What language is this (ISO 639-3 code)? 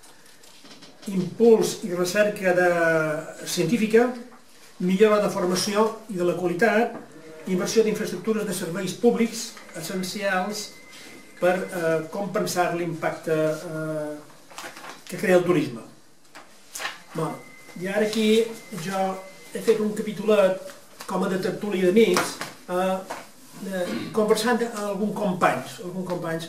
cat